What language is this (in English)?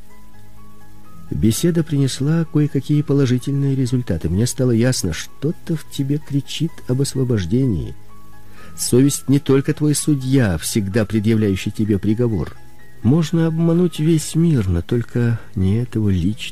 Russian